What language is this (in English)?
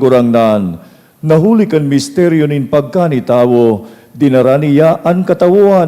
Bikol